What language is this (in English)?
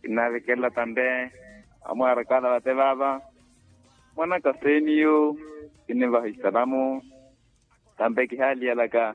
Makhuwa